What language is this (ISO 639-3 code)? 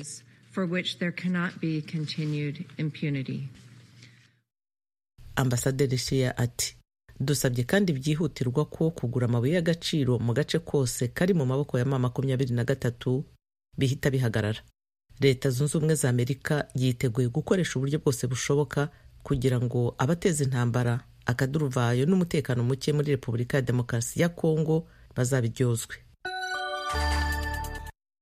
kin